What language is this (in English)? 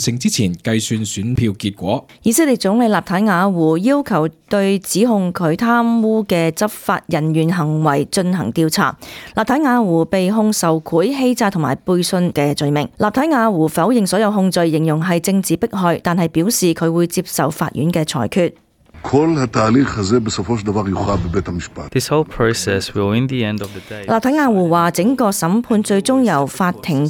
Cantonese